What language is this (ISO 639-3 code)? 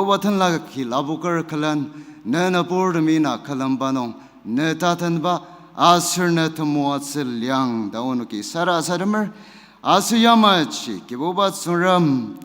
njo